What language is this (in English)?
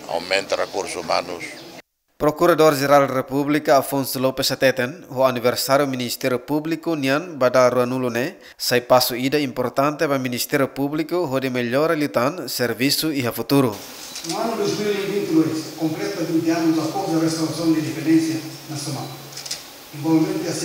Tetum